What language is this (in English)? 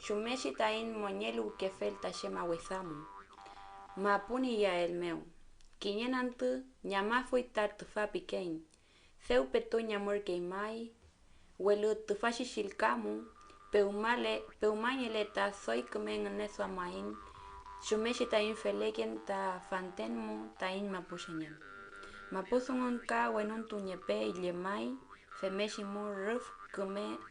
Mapuche